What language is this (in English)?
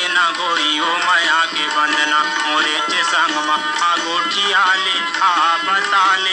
Chhattisgarhi